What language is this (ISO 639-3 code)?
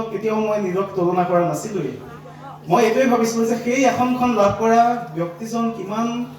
asm